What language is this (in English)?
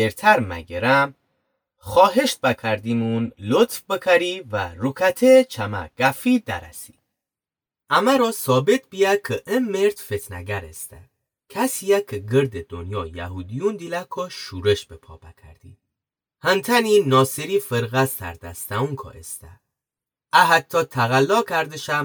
Gilaki